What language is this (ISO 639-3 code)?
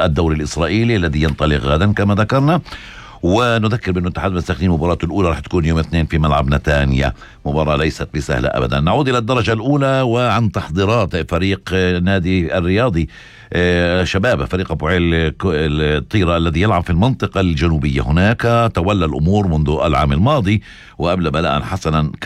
apc